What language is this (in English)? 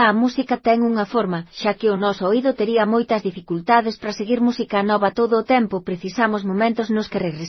Galician